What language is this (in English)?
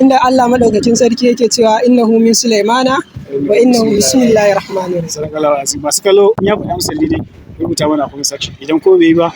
Hausa